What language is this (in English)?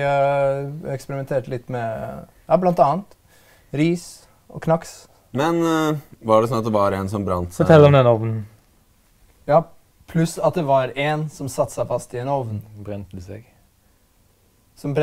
Norwegian